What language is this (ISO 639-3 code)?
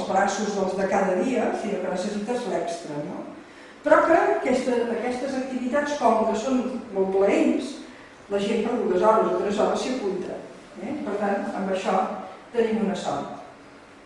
cat